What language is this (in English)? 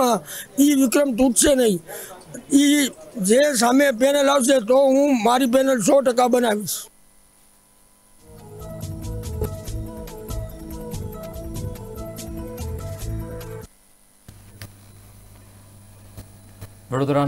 Gujarati